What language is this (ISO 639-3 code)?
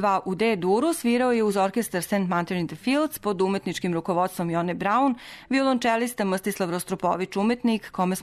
srp